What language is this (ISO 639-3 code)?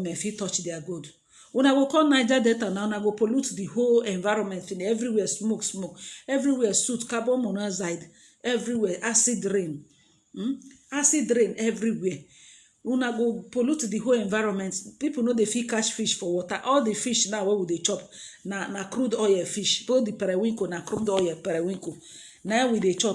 pcm